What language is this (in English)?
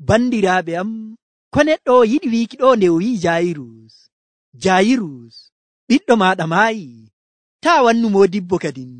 Nigerian Fulfulde